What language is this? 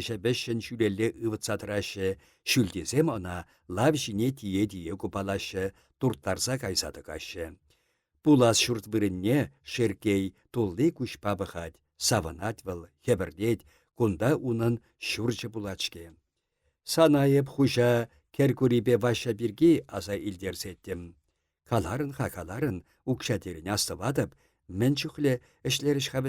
Chuvash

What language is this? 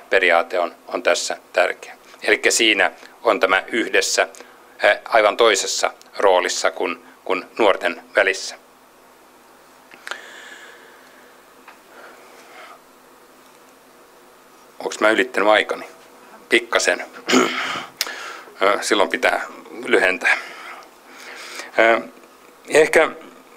Finnish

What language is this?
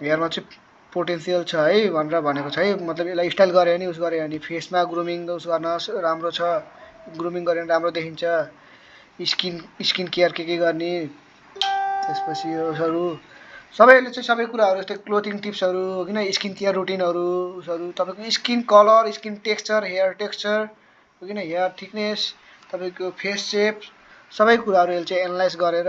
Nepali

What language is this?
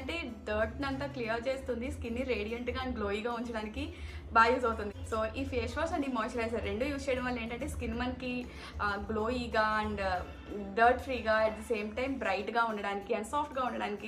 Telugu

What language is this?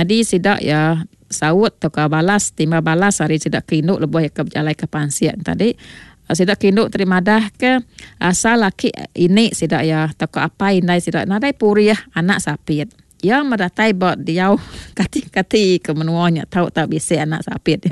Iban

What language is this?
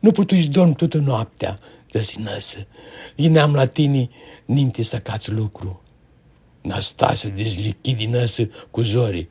Aromanian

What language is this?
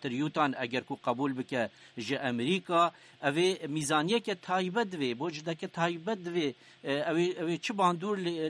Kurdish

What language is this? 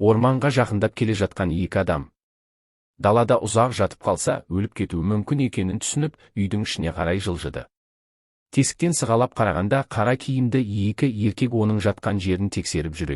Kazakh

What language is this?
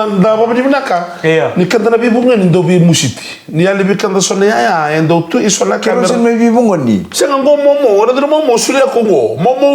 Fijian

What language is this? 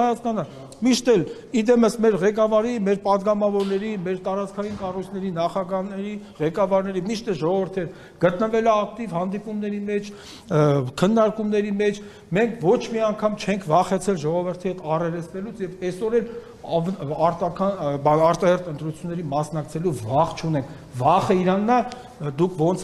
Armenian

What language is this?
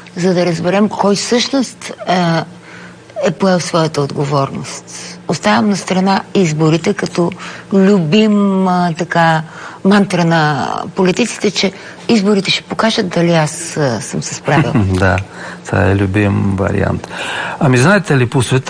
Bulgarian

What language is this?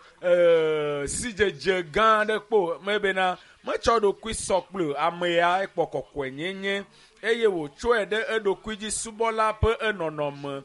Ewe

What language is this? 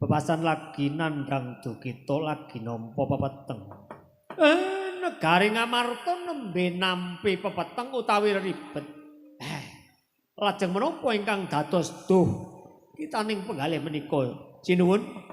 Javanese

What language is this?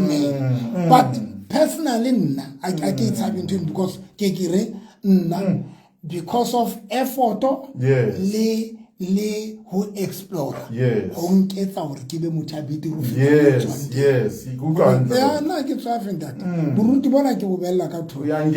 Southern Sotho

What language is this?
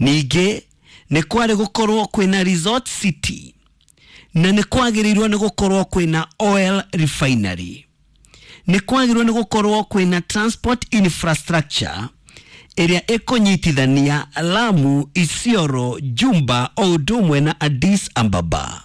Kikuyu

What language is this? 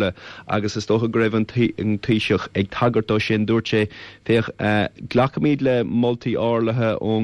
Irish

